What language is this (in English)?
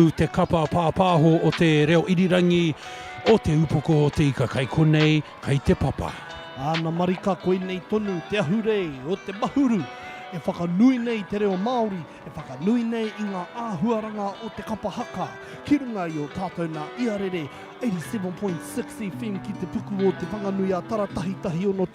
Māori